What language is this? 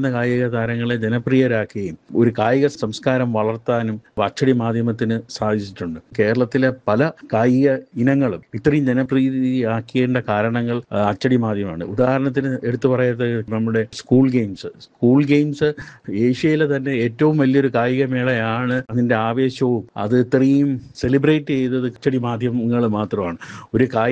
Malayalam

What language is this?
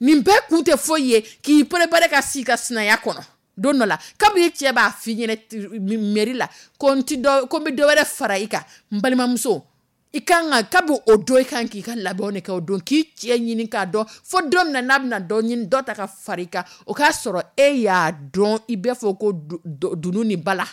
Dyula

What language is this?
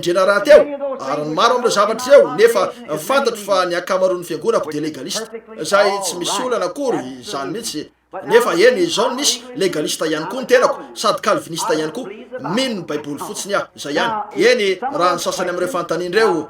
Malagasy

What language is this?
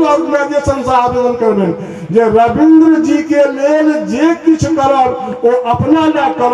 Maithili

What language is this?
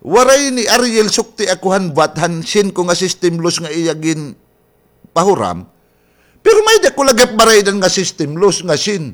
Waray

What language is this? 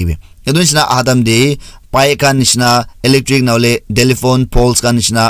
Naga Pidgin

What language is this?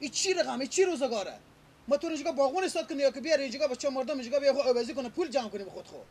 Persian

